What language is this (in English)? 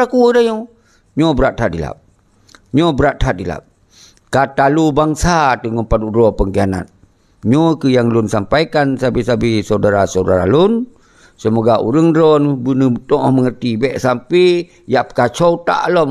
Achinese